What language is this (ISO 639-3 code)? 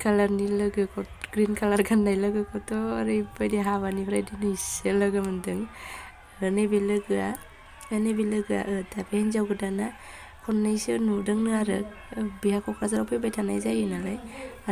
brx